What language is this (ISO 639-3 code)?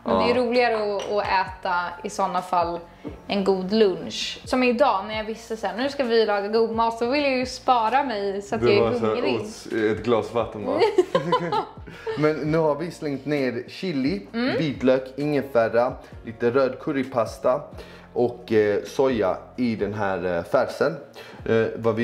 swe